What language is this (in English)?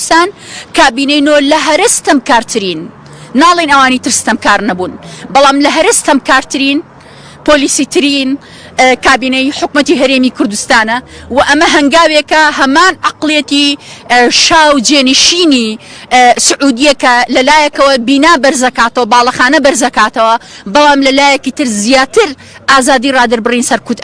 Central Kurdish